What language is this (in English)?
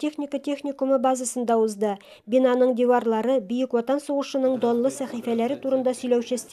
Tatar